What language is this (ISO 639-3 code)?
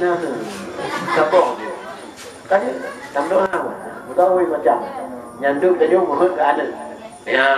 ace